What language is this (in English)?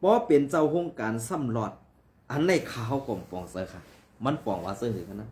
Shan